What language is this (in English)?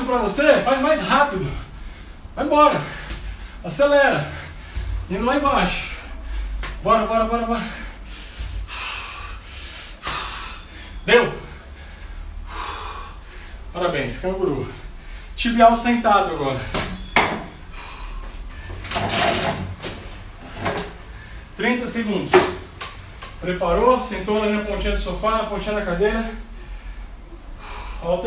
Portuguese